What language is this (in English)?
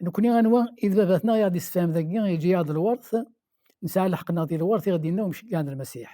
Kabyle